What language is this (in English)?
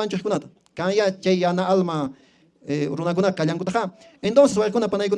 Quechua